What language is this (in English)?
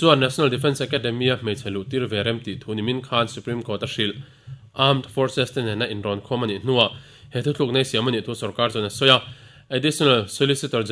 Mizo